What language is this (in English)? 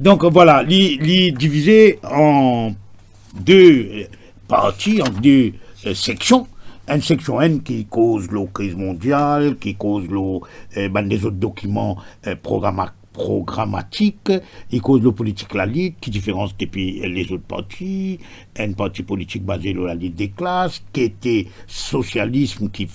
Morisyen